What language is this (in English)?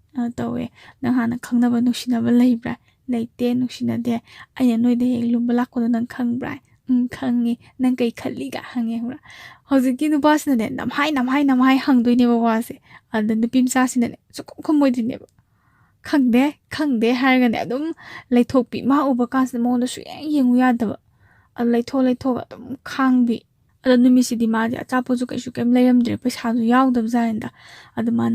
Manipuri